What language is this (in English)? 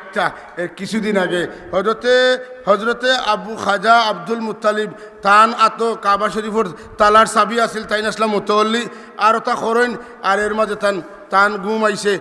Sylheti